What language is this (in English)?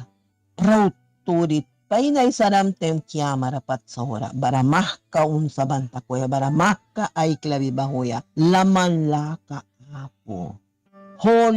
Mískito